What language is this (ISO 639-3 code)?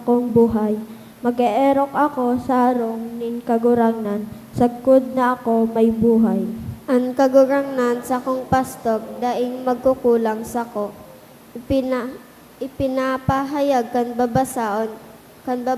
bik